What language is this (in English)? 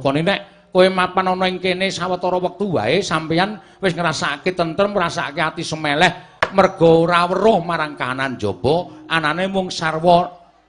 Javanese